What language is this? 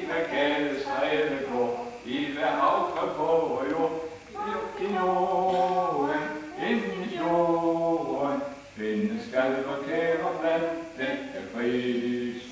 Danish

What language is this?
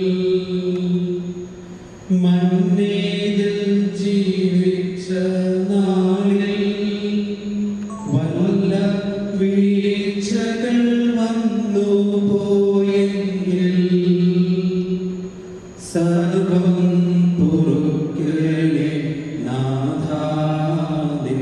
Malayalam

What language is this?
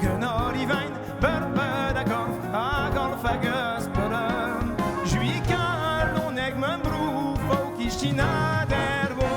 Breton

